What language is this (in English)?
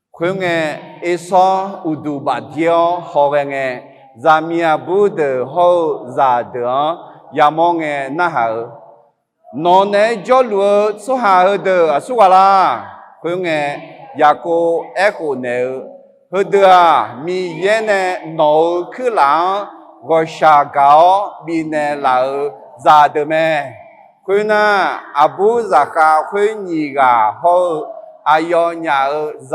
Akha